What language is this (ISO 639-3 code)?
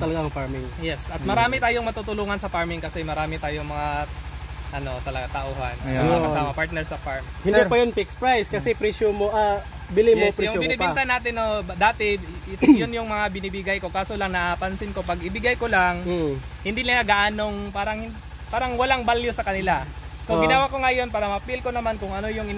fil